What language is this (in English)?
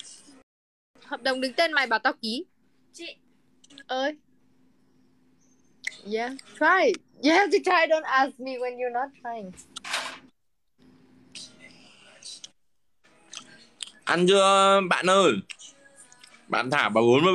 Vietnamese